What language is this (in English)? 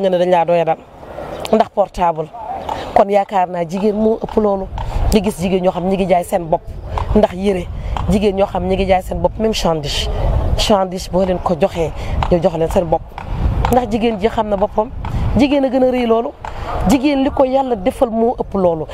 Wolof